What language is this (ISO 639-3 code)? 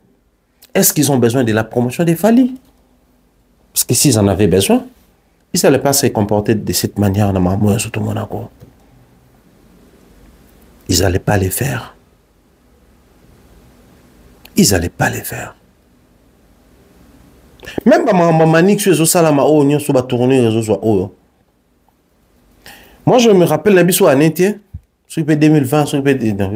fra